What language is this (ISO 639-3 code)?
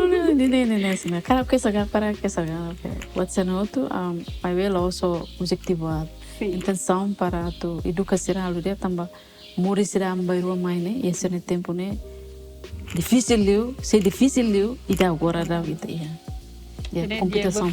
tet